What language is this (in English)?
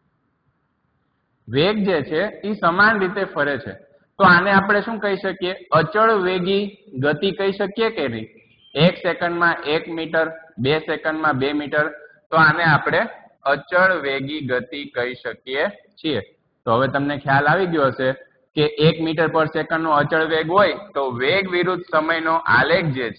Gujarati